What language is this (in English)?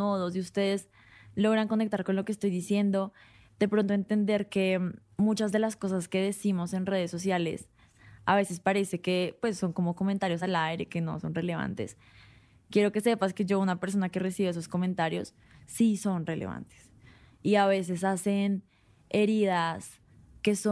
Spanish